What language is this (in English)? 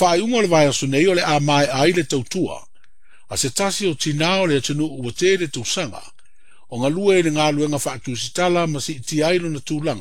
Samoan